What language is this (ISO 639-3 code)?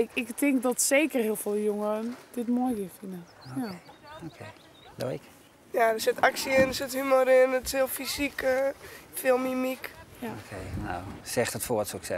fry